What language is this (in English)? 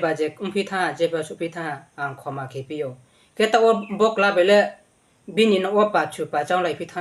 Riang (India)